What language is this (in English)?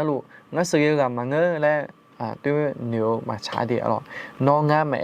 Akha